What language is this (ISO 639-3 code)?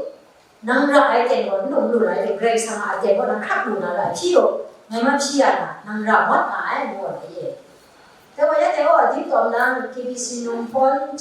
kac